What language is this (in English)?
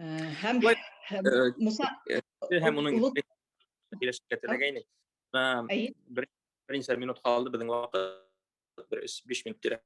Bashkir